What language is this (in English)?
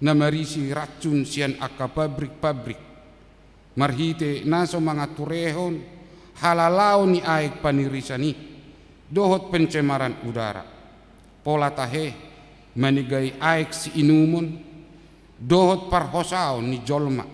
Batak Toba